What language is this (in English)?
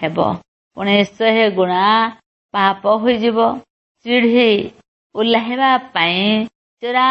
Odia